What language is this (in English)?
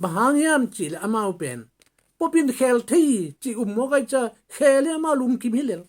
Tedim Chin